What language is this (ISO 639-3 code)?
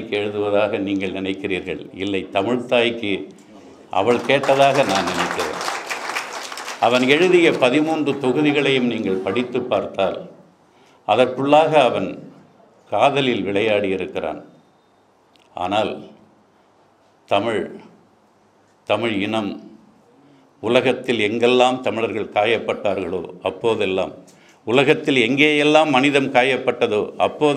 tam